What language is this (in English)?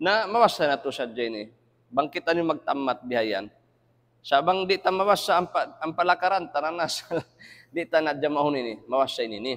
Tausug